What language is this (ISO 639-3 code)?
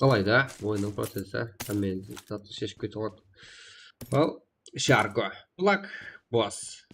kaa